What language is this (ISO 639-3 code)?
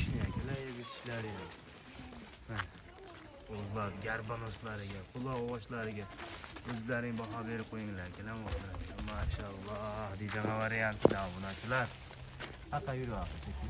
uzb